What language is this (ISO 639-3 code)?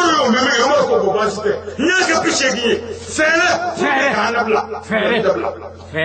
bam